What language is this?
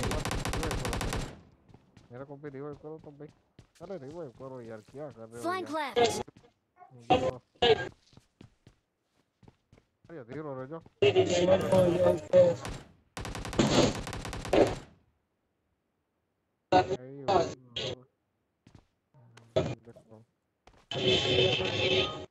Hindi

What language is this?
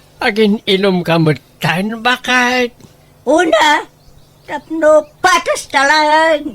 Iloko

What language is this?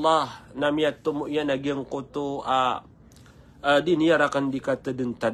Maranao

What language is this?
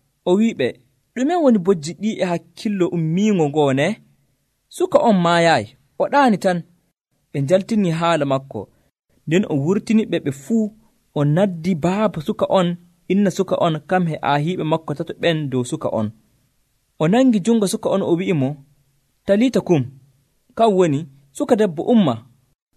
Nigerian Fulfulde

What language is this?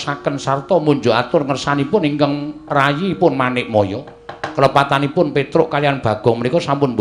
Javanese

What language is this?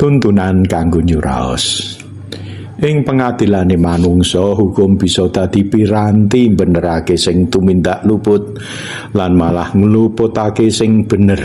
Javanese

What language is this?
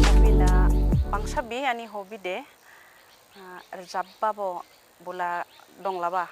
Dimasa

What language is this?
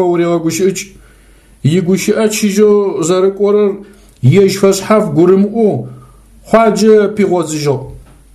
Adyghe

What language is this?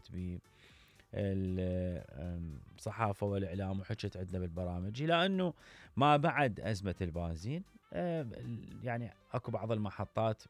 Mesopotamian Arabic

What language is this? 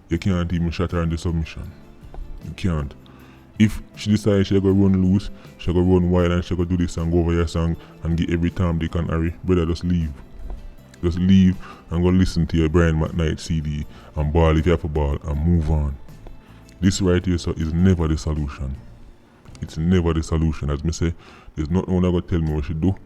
Jamaican Creole English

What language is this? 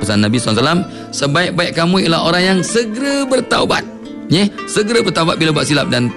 Malay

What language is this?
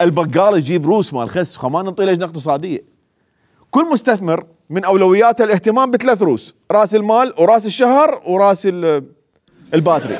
Mesopotamian Arabic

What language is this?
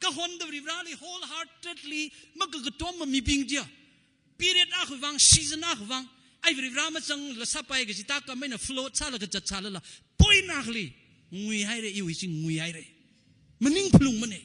Tangkhul Naga (India)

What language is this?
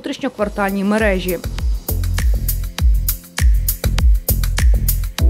Ukrainian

